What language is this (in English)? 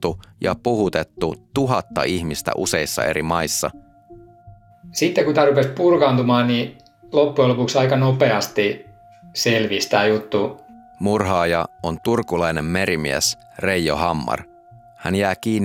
Finnish